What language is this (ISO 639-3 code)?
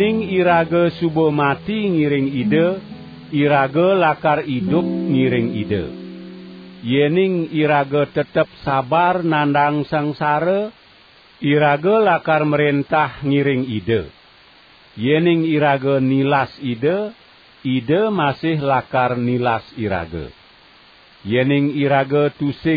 ban